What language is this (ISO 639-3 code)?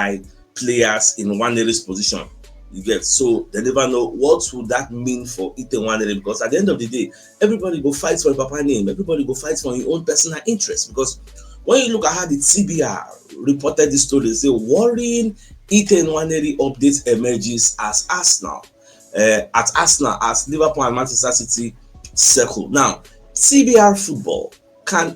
pcm